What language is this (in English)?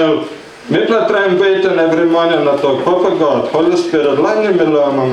Tok Pisin